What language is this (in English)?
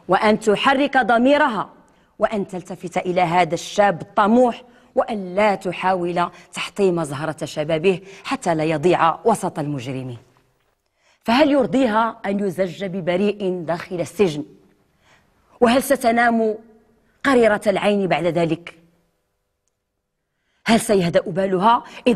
Moroccan Arabic